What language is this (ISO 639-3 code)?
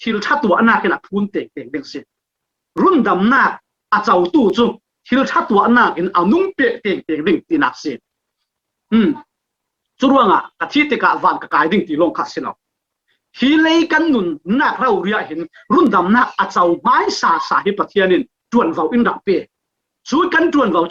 cfm